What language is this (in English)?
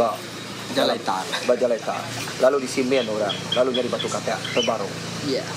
Iban